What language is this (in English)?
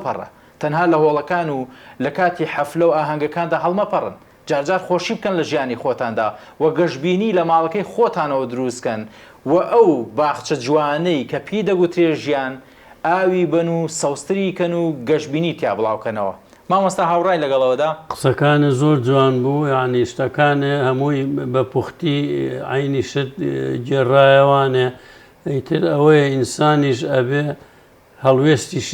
Central Kurdish